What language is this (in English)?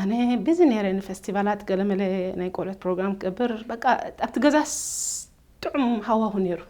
Tigrinya